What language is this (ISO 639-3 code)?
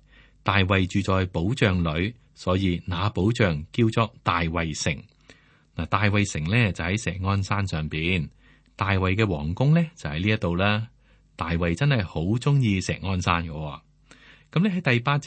yue